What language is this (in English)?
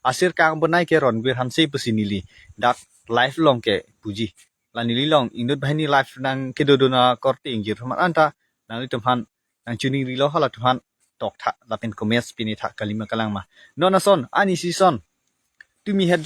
Karbi